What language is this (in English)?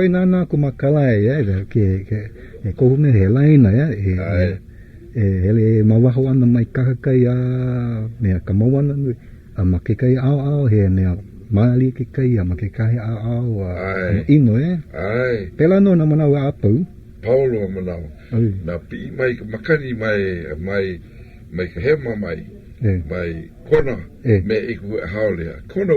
Hawaiian